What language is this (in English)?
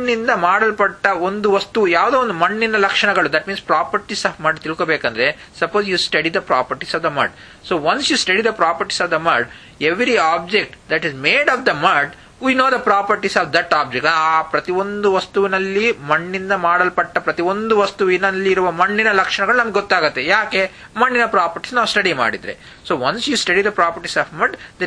Kannada